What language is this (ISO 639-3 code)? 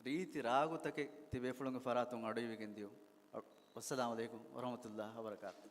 div